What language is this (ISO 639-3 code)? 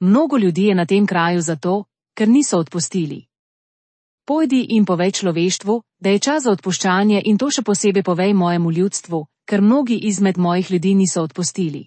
slv